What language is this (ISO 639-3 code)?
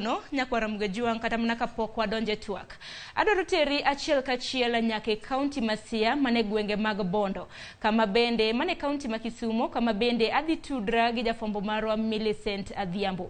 luo